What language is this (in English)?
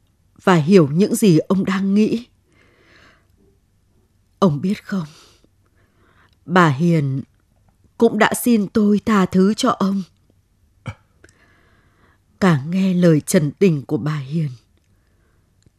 Vietnamese